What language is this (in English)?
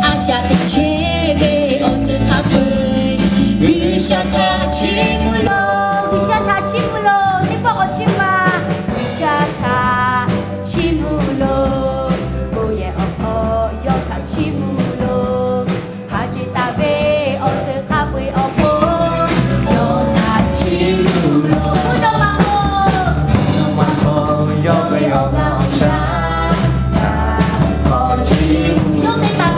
Lahu